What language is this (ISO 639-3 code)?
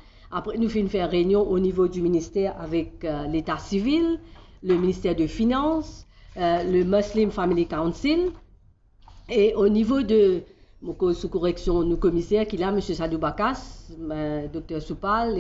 mfe